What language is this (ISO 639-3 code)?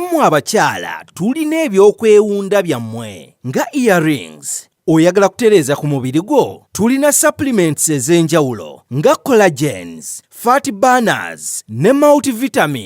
lug